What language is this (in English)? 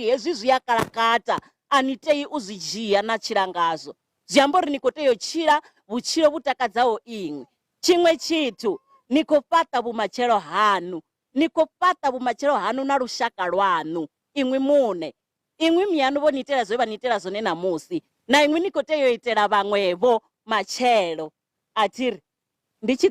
Venda